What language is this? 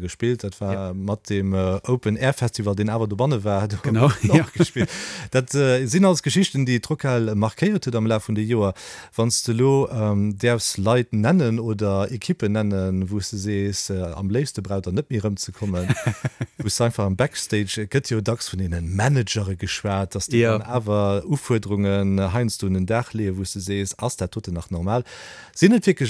Luxembourgish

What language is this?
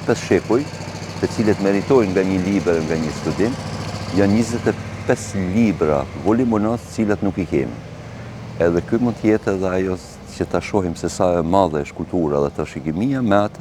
Albanian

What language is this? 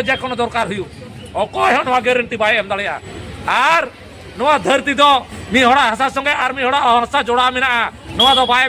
Santali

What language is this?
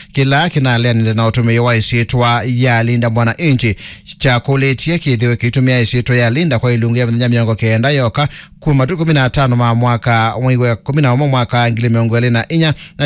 Kamba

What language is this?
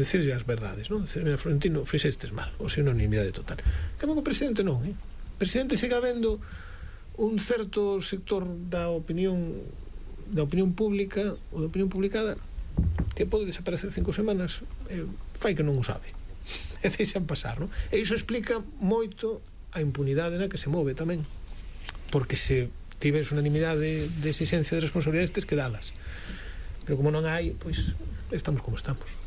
Galician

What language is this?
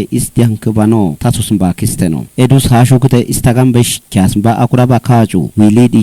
Kafa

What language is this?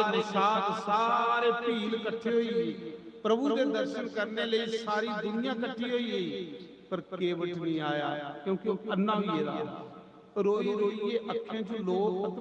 Dogri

